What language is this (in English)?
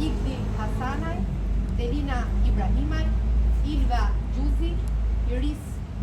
Albanian